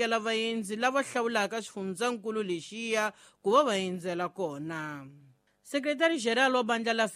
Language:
Tsonga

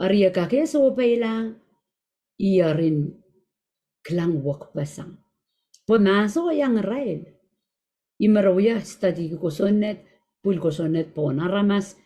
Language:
Pohnpeian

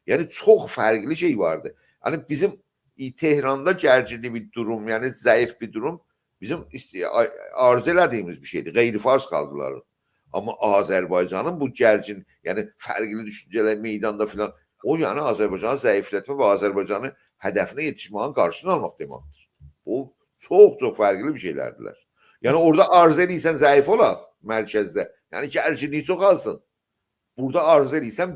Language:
South Azerbaijani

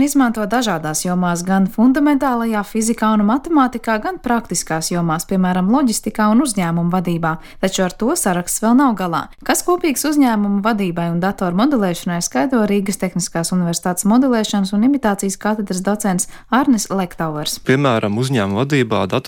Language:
Latvian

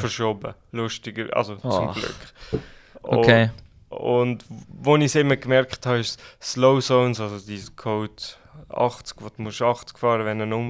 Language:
Swiss German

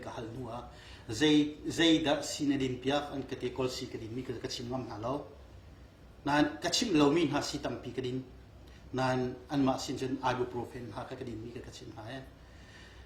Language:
Hakha Chin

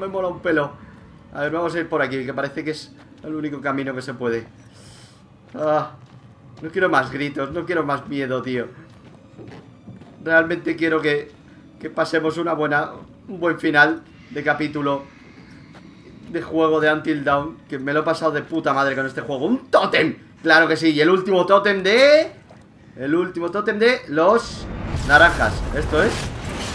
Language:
Spanish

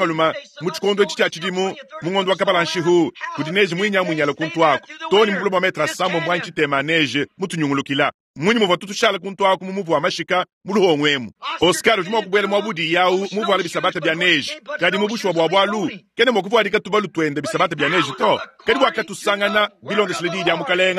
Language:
Luba-Lulua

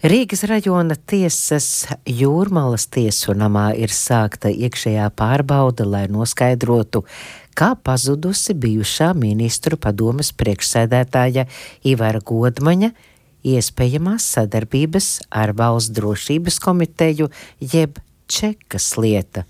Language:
Latvian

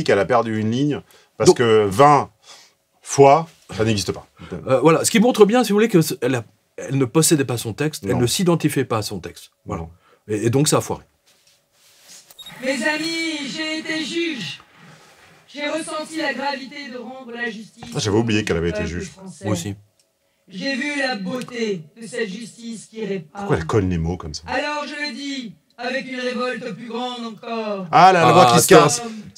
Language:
French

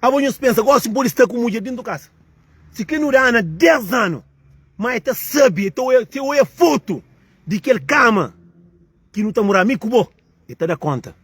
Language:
Kabuverdianu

